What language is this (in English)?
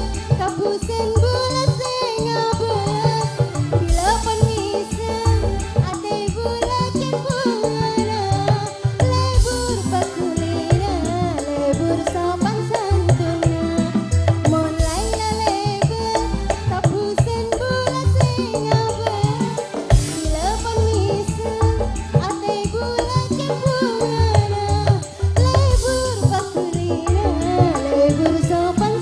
Madurese